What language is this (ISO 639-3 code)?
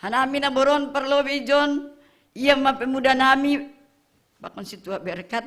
bts